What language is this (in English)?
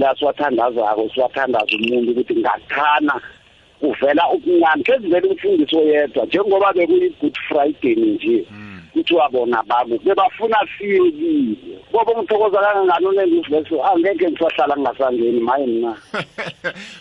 South Ndebele